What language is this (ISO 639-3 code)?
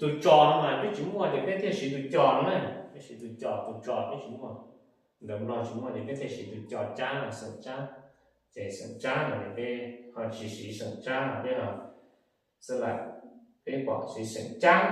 hmn